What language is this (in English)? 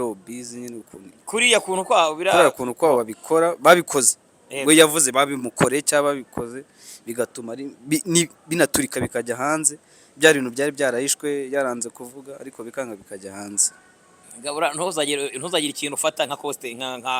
Kinyarwanda